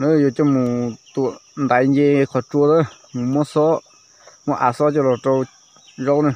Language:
Hmong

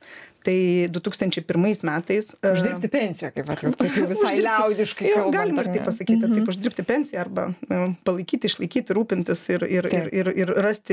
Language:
Lithuanian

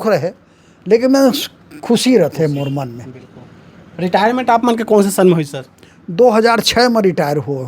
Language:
Chhattisgarhi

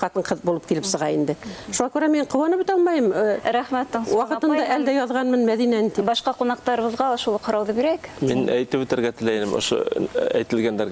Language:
Bashkir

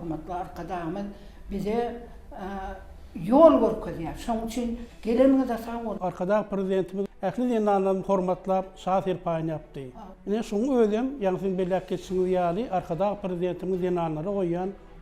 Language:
Turkmen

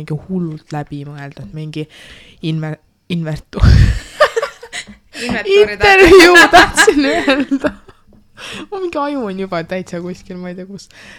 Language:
Estonian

